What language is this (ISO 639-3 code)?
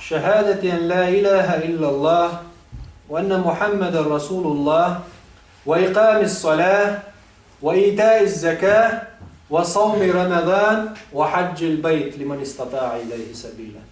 che